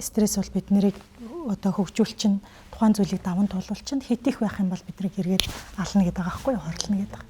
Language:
Mongolian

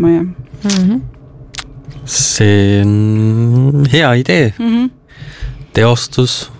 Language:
Estonian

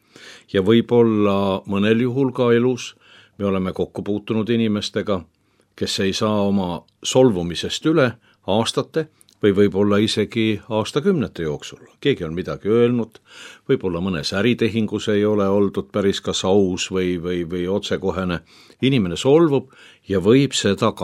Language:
Estonian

